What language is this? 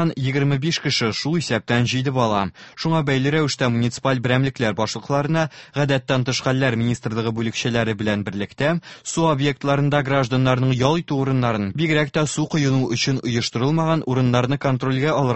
Tatar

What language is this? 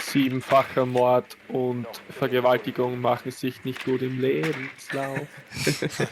Bavarian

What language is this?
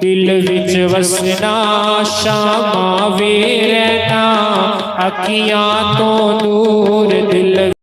Dogri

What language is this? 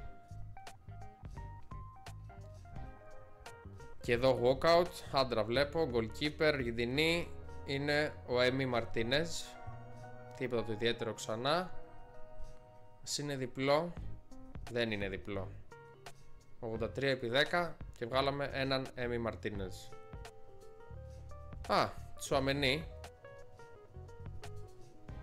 Greek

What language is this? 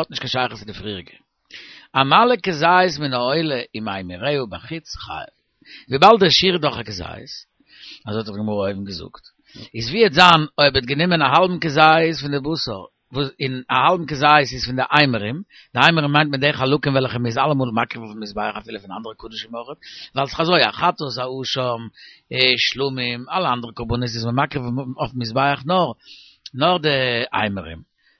Yiddish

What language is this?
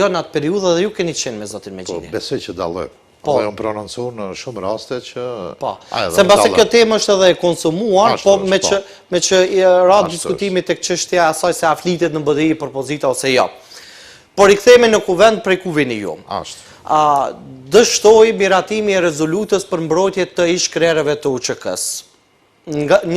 Albanian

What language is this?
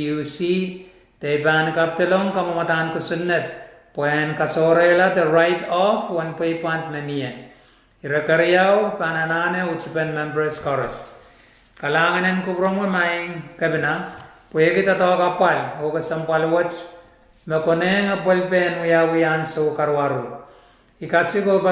Pohnpeian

